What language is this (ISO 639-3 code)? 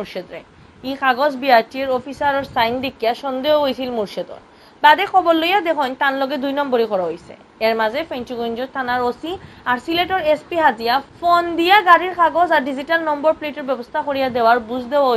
syl